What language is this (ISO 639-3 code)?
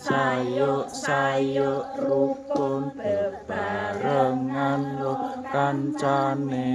jav